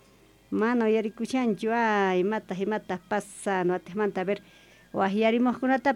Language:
Quechua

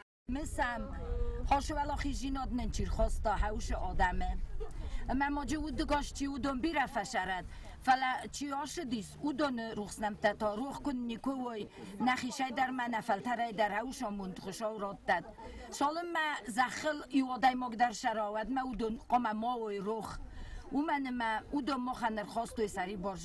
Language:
Ossetic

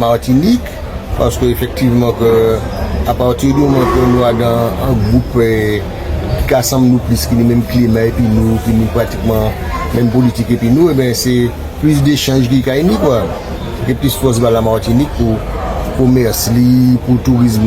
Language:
Guadeloupean Creole French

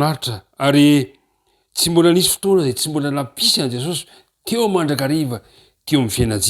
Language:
Malagasy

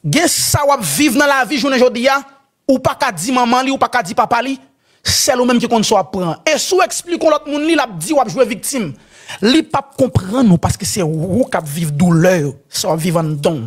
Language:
Haitian Creole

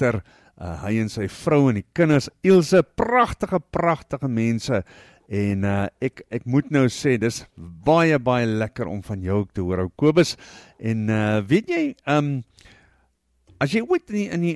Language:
Afrikaans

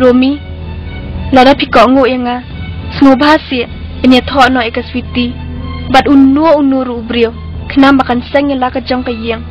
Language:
Khasi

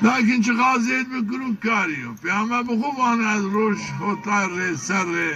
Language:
Zaza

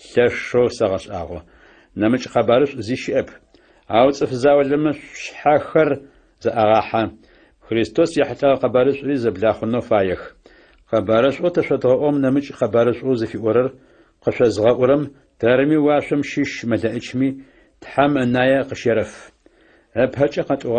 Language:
Adyghe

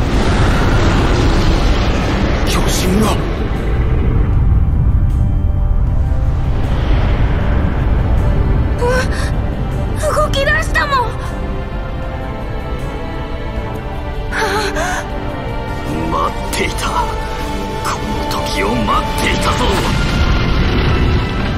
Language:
Japanese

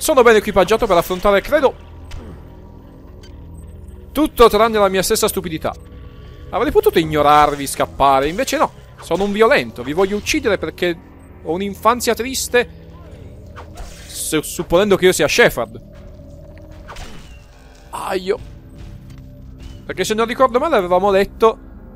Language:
Italian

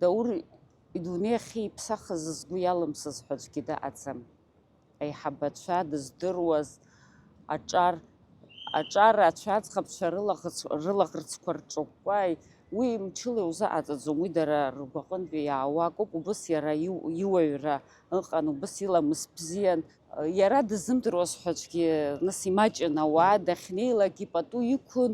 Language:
Abkhazian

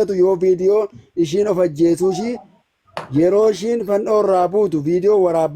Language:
Oromo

